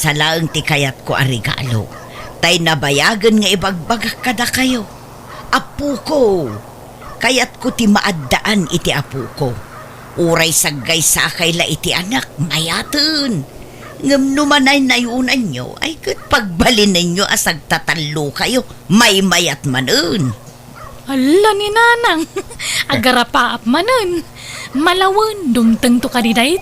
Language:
Iloko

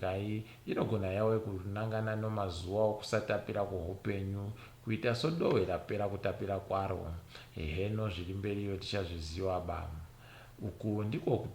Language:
Ndau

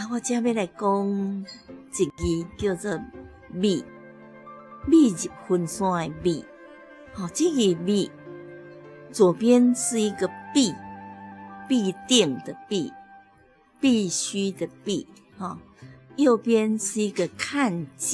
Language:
Min Nan Chinese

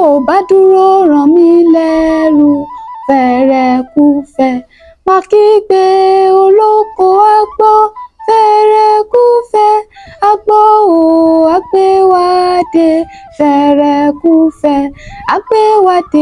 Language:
Yoruba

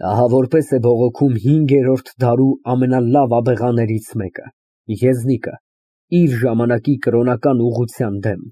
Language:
Armenian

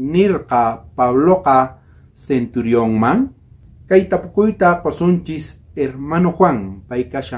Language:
South Bolivian Quechua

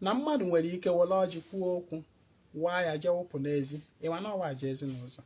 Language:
Igbo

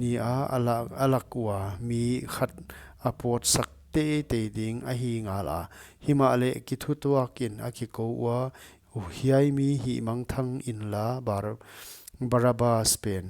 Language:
Paite Chin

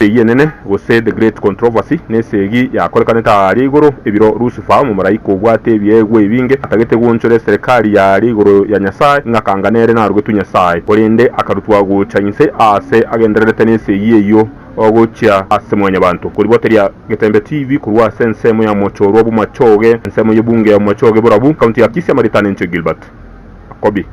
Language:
Gusii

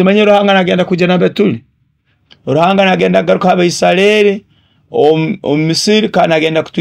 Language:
Nyoro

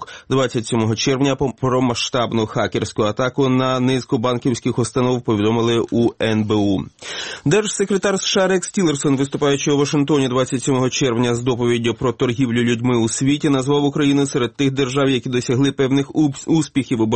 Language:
Ukrainian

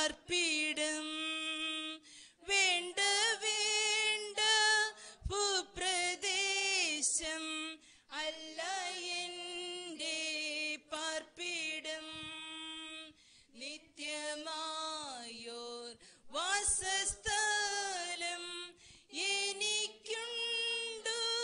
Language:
Malayalam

